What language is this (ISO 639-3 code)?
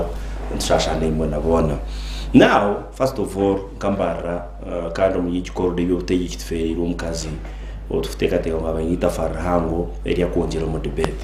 nyn